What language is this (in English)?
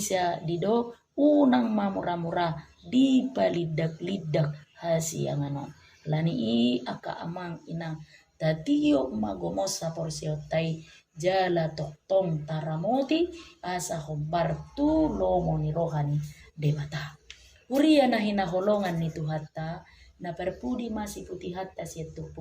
Batak Toba